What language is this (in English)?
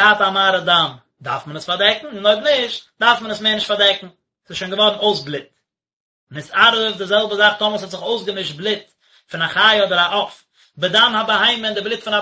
Yiddish